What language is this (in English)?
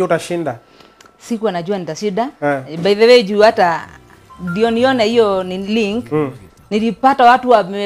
Swahili